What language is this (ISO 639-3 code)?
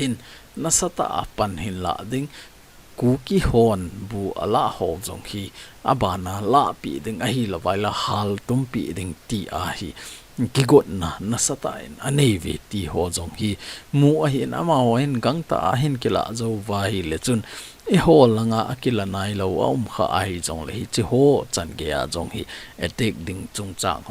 tcz